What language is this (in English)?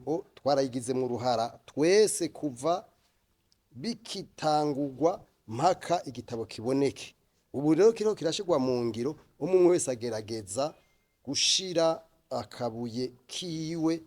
Rundi